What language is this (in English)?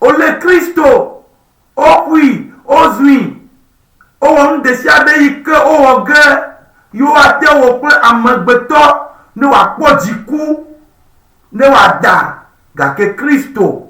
Ewe